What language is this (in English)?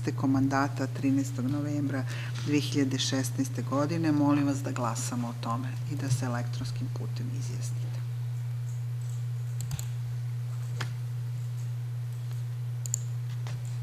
Serbian